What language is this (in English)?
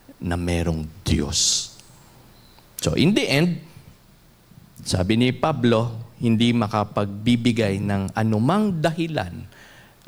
Filipino